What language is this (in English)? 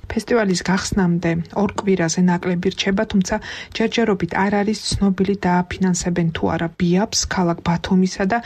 Georgian